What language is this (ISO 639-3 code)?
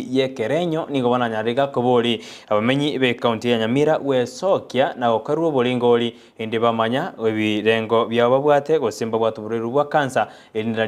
guz